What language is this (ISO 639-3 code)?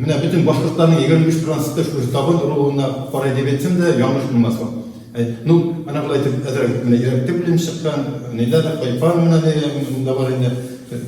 bak